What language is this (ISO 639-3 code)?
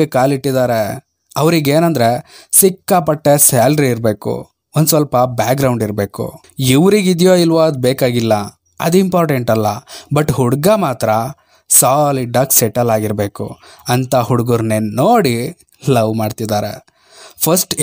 kan